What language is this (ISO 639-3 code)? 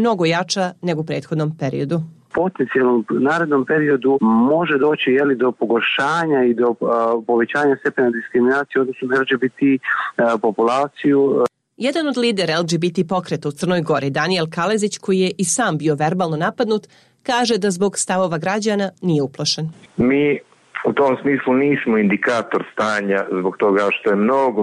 srp